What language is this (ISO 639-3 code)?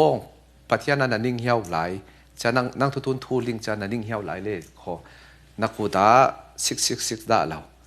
cfm